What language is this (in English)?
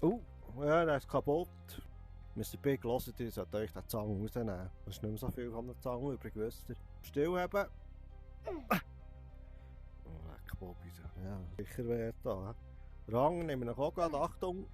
Swiss German